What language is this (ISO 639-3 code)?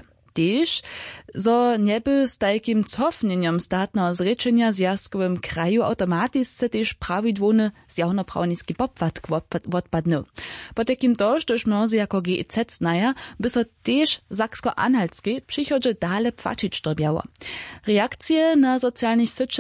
hsb